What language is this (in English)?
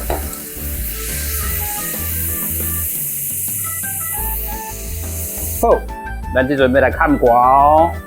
Min Nan Chinese